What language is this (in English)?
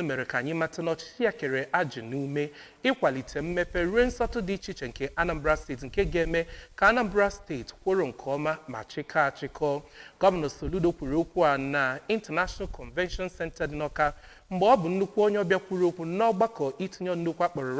Igbo